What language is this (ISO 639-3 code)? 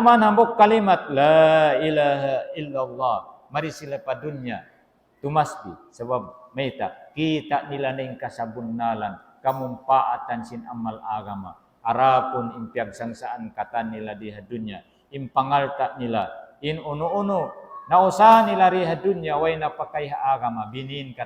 tsg